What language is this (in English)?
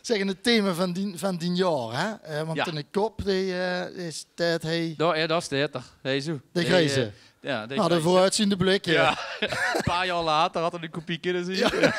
Limburgish